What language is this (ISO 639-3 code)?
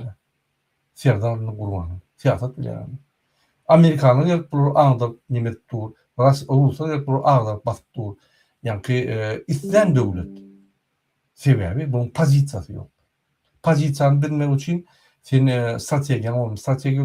tuk